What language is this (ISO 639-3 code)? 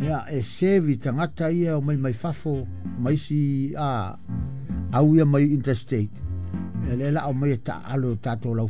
smo